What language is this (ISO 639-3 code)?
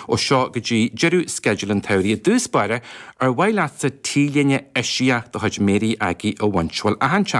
gle